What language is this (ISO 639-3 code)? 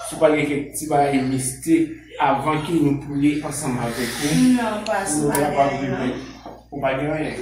hat